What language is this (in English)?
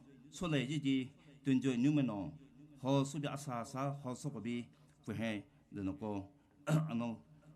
Poumei Naga